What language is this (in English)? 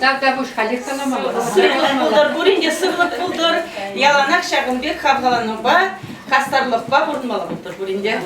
Chuvash